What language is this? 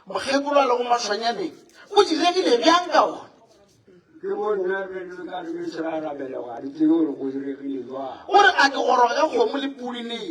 Northern Sotho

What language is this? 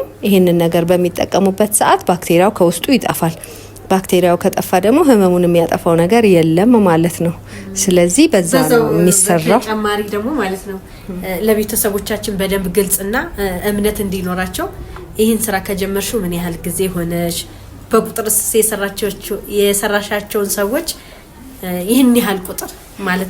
Amharic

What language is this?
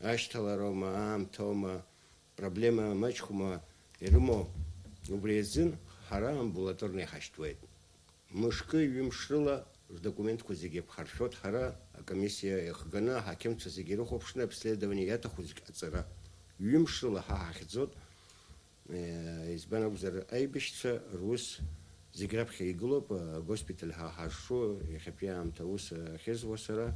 Abkhazian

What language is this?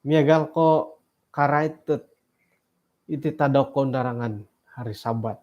Central Dusun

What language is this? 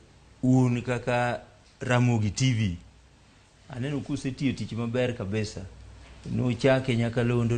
Luo (Kenya and Tanzania)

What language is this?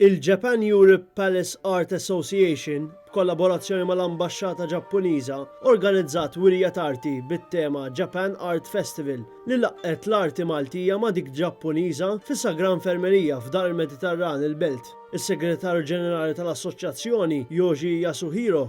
Maltese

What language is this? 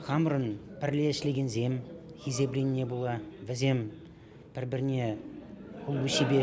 Chuvash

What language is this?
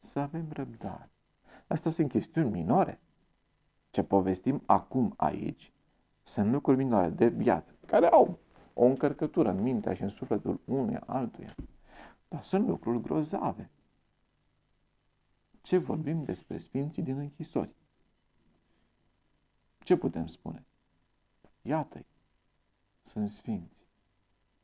Romanian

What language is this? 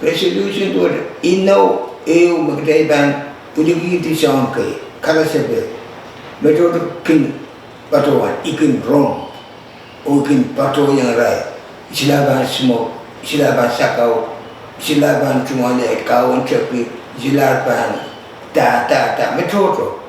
Pohnpeian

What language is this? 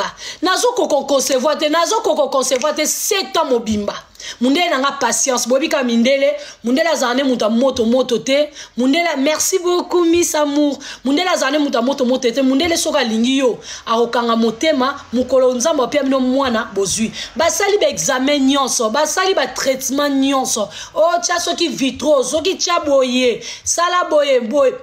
Lingala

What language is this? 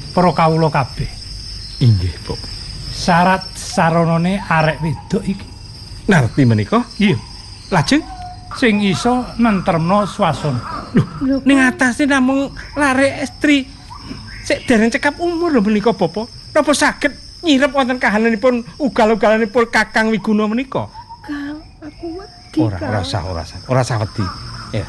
Javanese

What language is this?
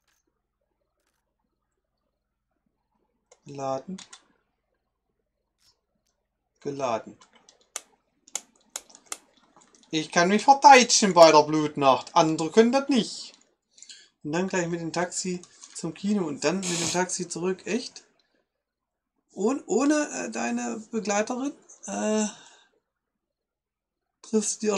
German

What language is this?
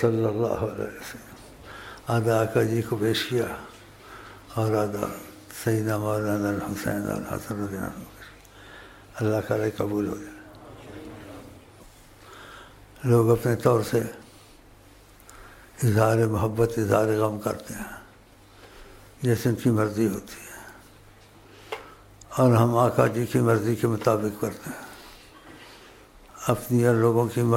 Urdu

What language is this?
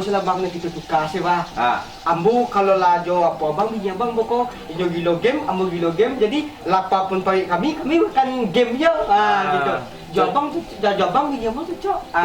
Minangkabau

